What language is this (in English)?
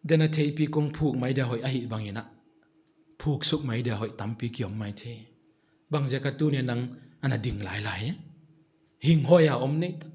Paite Chin